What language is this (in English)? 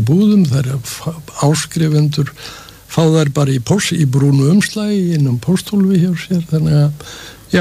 Icelandic